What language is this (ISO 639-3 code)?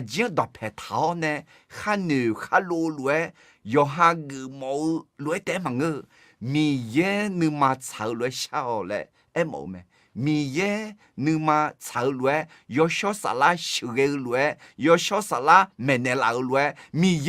ahk